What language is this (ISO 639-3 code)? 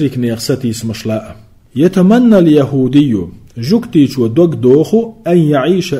che